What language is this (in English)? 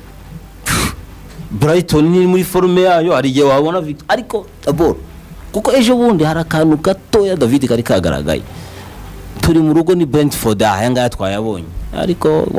Kinyarwanda